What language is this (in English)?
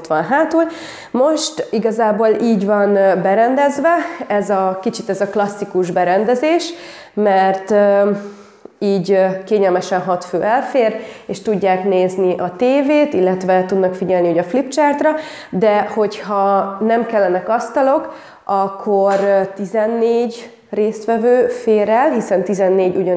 Hungarian